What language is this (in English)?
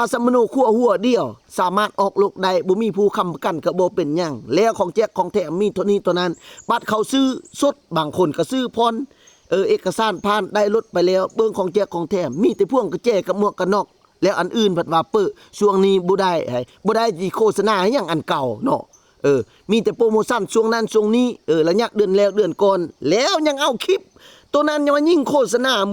Lao